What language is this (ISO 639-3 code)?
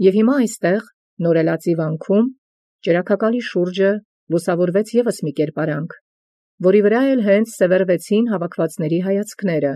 hye